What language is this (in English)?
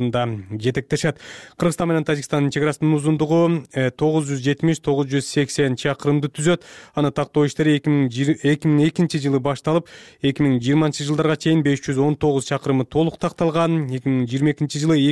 Kyrgyz